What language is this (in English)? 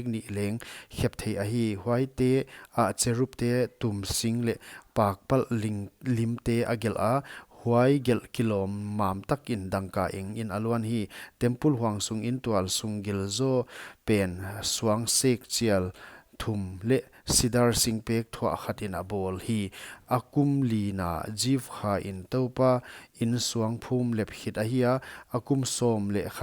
Paite Chin